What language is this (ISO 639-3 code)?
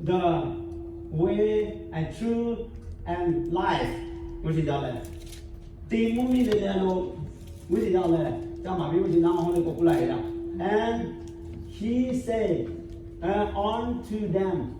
lhu